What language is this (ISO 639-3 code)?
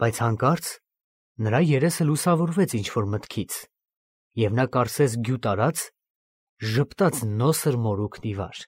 hye